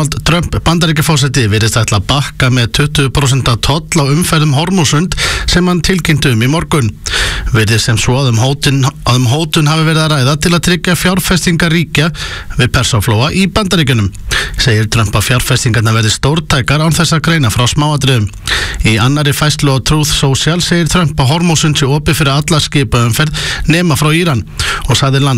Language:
Icelandic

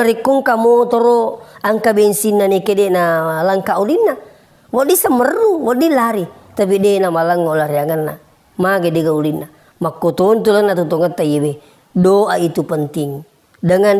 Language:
Buginese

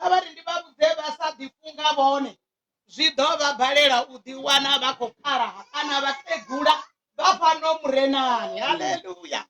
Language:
Venda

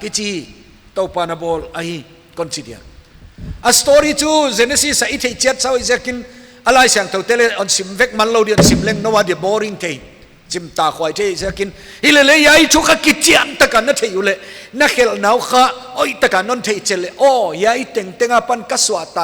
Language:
Paite Chin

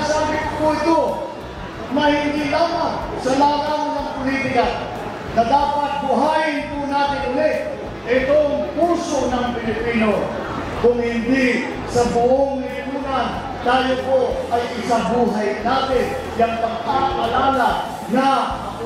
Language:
Filipino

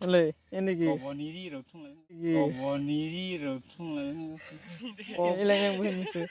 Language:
Kok Borok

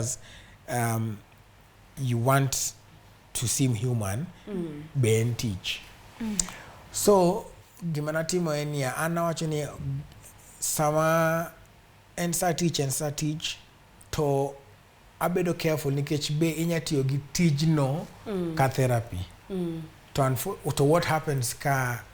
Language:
Luo (Kenya and Tanzania)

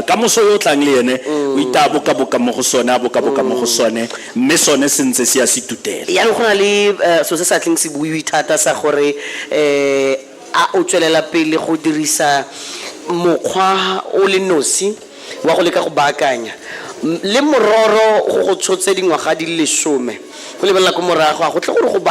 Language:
Tswana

